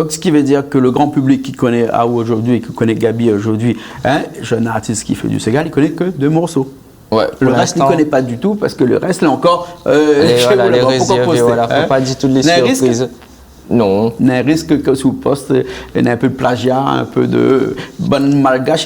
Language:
Réunion Creole French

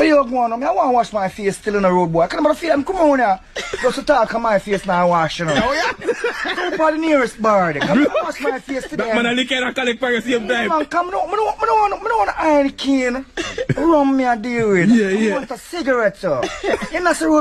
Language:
Jamaican Creole English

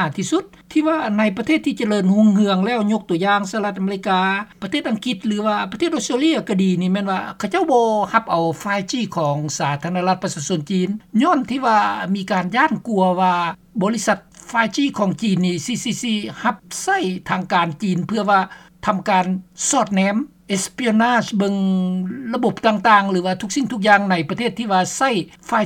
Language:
Lao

